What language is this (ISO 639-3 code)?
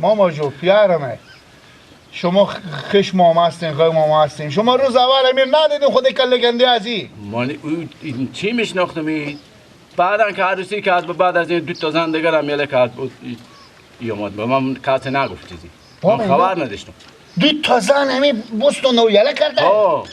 fas